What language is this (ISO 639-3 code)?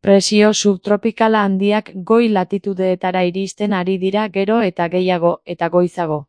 eus